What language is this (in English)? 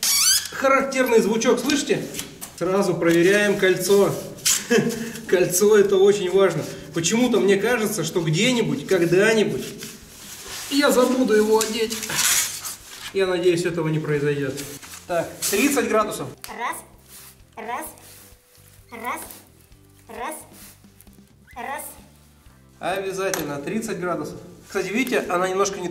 Russian